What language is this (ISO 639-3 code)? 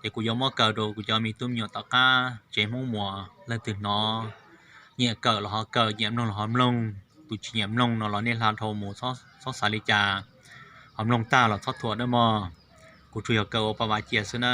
hmn